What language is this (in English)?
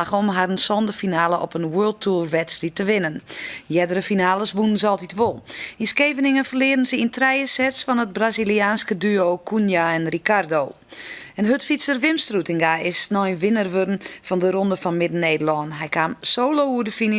Western Frisian